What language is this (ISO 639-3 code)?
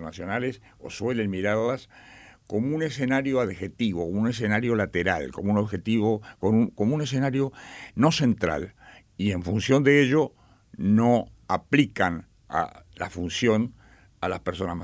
spa